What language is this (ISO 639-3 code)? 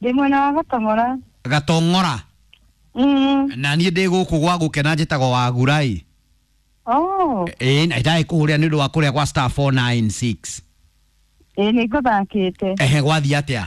kik